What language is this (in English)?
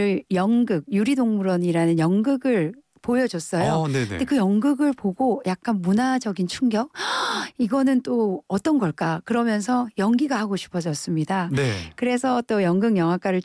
Korean